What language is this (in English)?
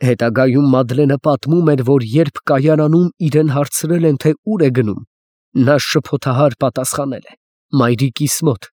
Armenian